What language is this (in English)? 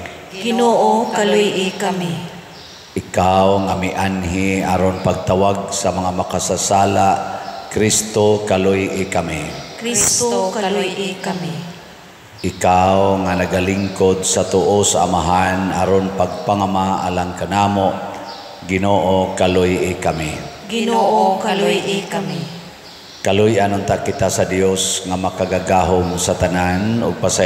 Cebuano